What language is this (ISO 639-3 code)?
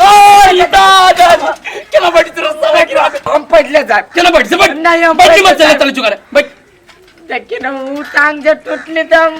mai